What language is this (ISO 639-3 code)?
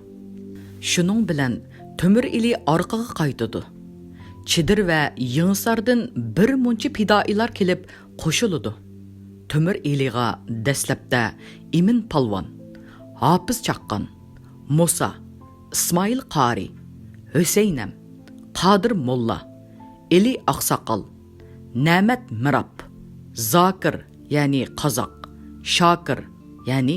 uig